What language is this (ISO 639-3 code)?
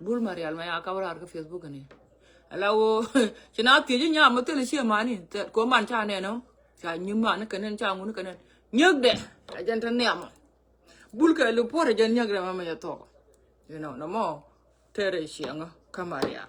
nus